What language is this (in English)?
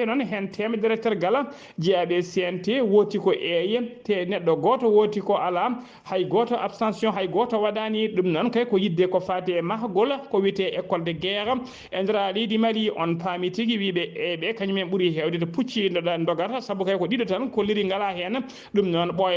Fula